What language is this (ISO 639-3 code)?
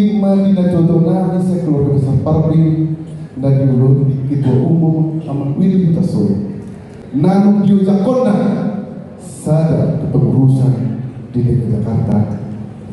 bbc